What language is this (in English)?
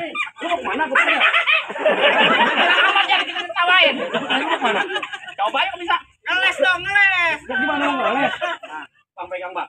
Betawi